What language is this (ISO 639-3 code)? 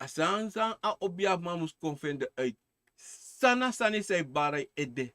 srn